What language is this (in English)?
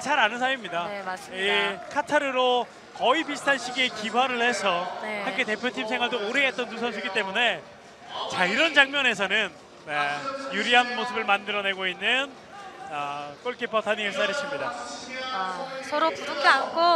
Korean